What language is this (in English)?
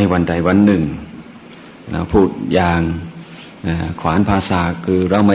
Thai